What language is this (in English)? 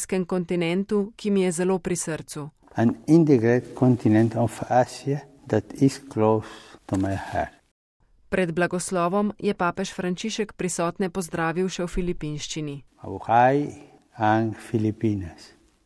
Slovenian